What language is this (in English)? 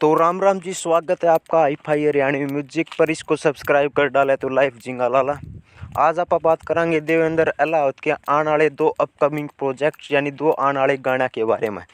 Haryanvi